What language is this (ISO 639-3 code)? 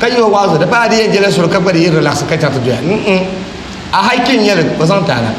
dag